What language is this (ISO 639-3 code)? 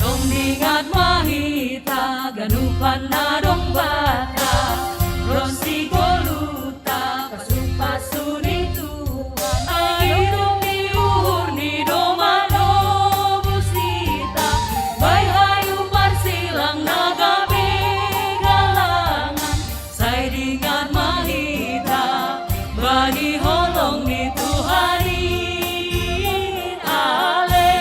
bts